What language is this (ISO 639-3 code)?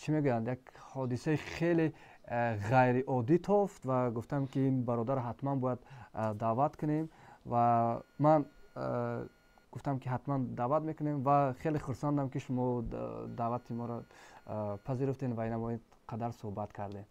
tgk